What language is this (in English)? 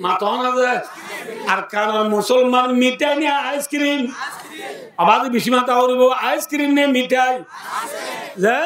Rohingya